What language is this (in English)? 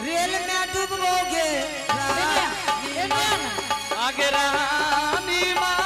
Angika